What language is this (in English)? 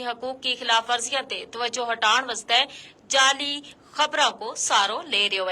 Gujari